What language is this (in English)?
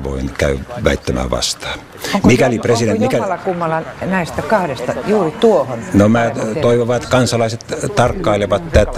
Finnish